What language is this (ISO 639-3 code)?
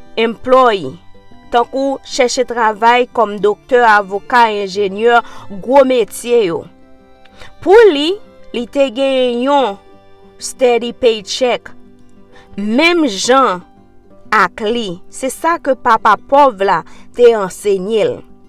hat